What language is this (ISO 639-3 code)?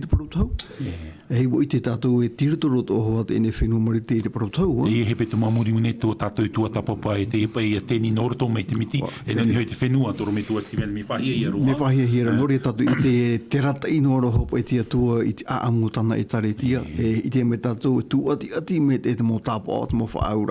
tah